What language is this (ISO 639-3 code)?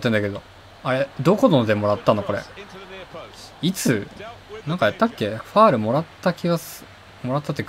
jpn